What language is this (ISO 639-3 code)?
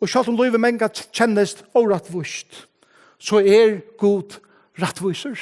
fao